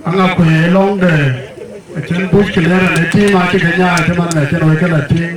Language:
Dinka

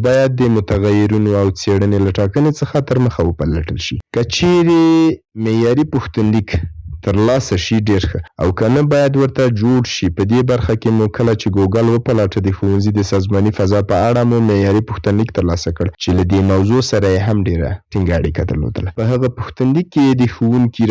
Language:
Pashto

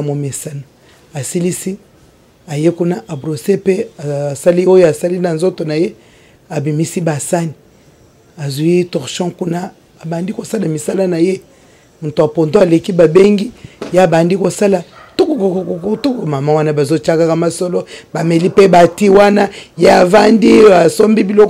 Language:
Lingala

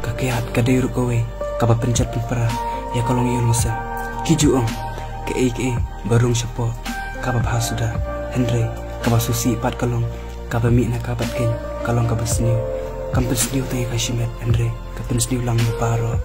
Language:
Khasi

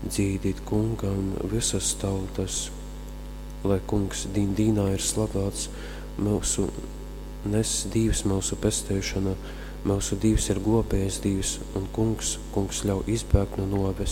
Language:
Latgalian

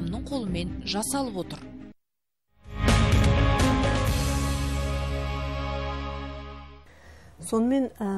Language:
Kazakh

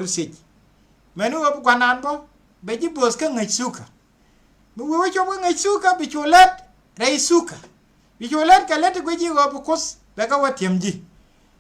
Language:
Nuer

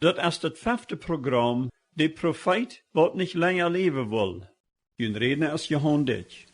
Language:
Plautdietsch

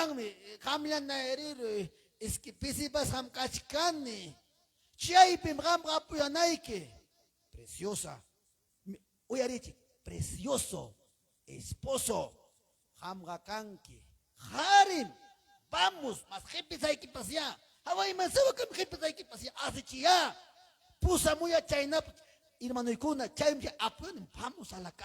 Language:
Ayacucho Quechua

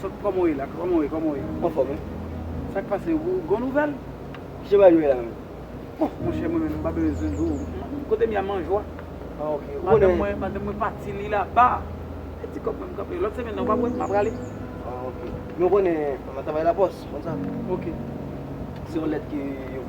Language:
Haitian Creole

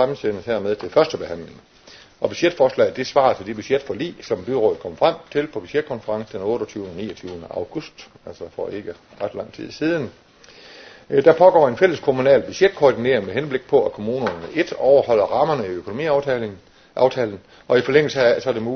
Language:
Danish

